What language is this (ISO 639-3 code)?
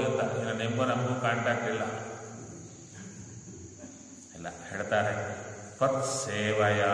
kan